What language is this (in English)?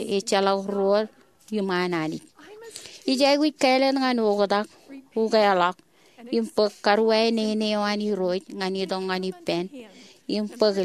Marshallese